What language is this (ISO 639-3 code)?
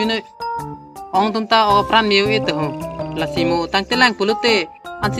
mjw